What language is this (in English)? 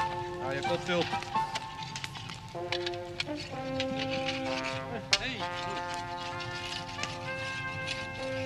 Dutch